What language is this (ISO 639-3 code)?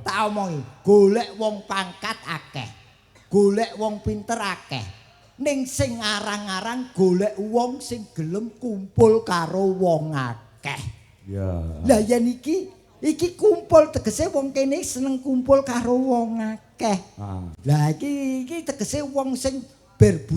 jav